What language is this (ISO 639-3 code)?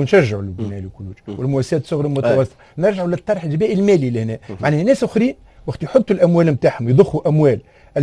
aeb